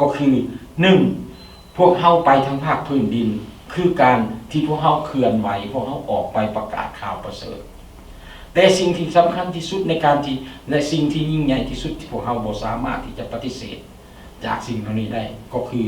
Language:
Lao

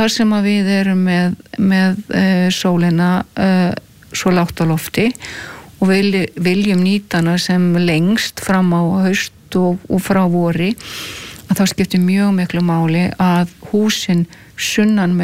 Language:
Icelandic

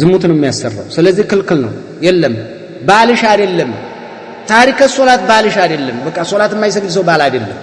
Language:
Amharic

